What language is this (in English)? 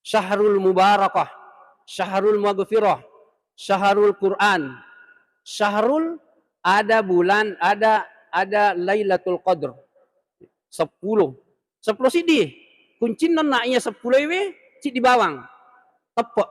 Buginese